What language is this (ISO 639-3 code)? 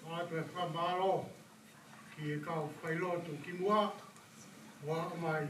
ton